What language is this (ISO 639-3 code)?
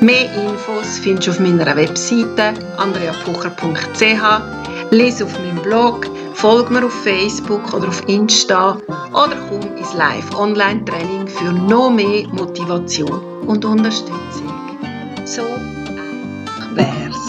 gsw